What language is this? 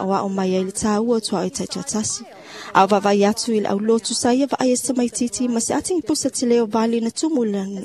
Samoan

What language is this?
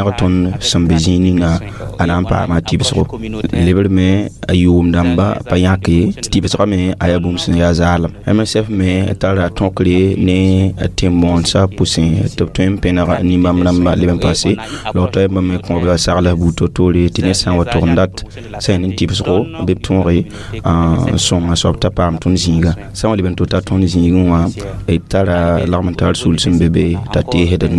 Mossi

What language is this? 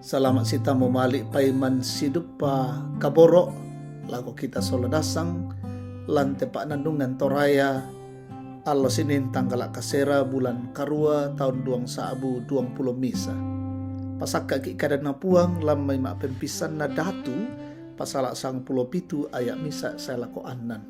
Toraja-Sa'dan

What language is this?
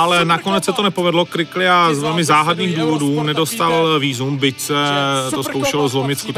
Czech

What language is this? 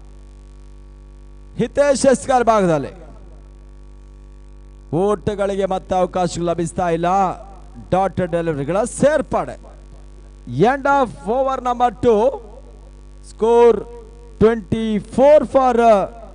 Kannada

